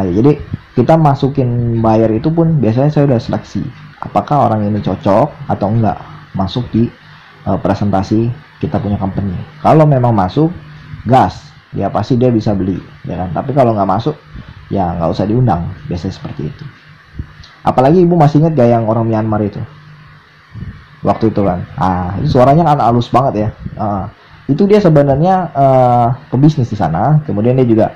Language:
Indonesian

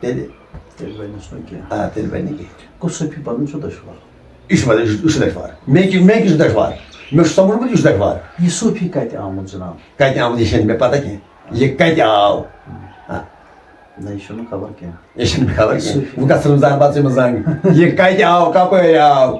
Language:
Kashmiri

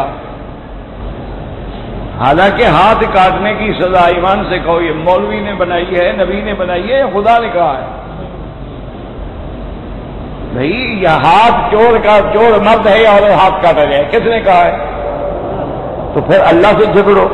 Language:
Urdu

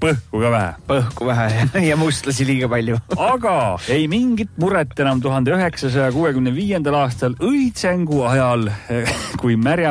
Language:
Estonian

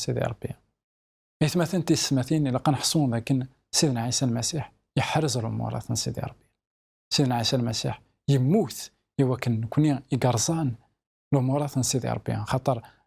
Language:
Kabyle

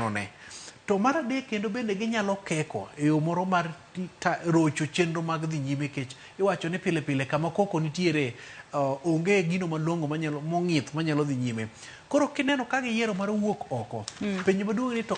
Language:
Luo (Kenya and Tanzania)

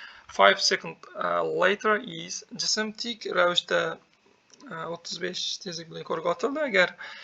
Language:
Uzbek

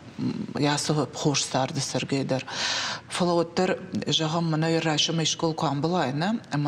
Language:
Ossetic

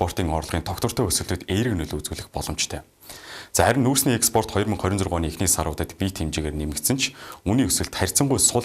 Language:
Mongolian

